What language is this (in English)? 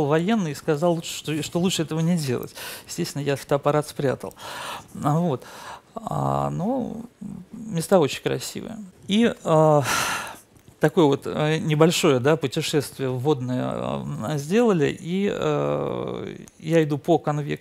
Russian